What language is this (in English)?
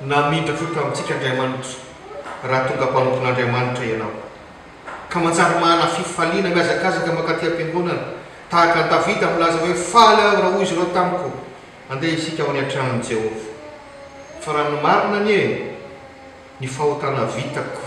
Malagasy